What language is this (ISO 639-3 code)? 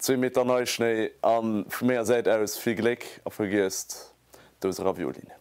ltz